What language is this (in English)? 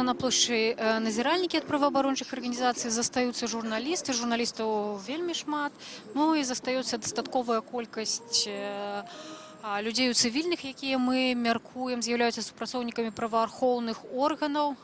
Belarusian